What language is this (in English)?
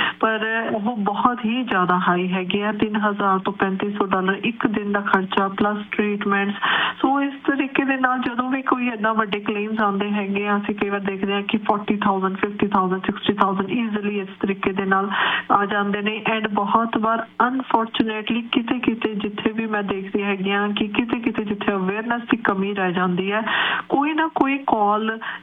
Punjabi